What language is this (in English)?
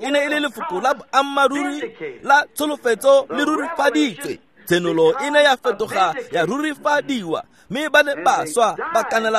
Tswana